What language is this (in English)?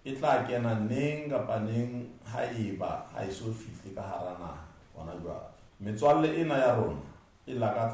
Southern Sotho